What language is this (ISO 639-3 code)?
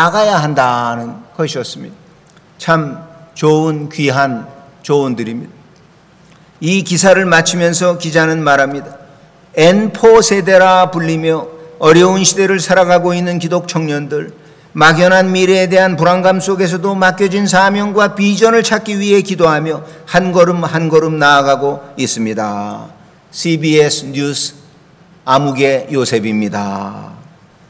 kor